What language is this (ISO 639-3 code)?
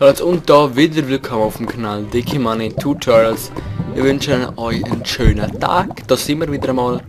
gsw